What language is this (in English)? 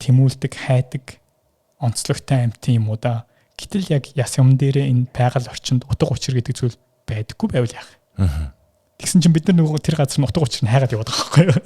Mongolian